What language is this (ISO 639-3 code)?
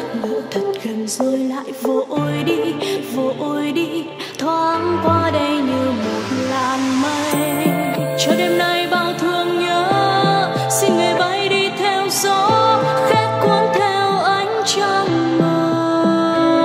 vie